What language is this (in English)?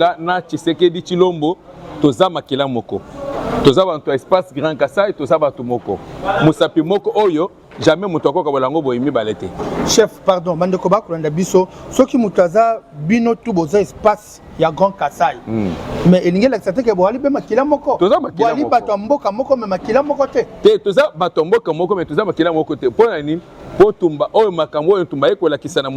Lingala